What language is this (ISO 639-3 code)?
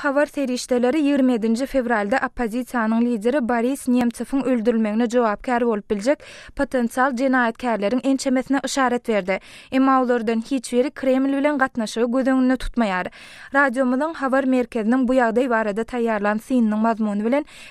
tuk